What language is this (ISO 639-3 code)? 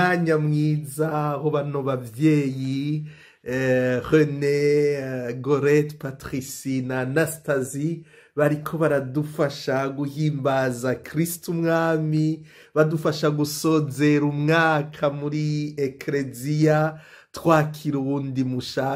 run